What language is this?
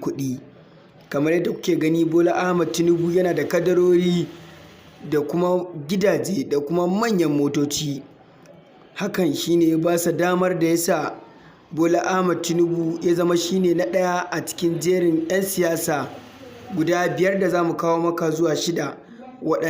Hausa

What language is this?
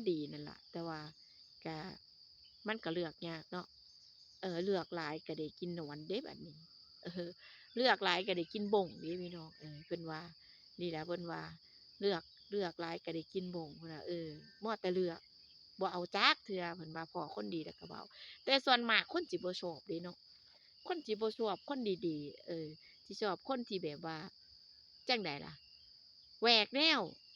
Northeastern Thai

